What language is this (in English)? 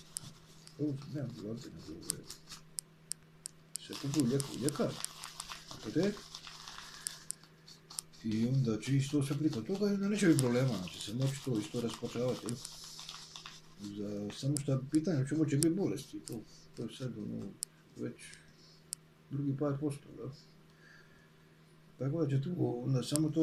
Croatian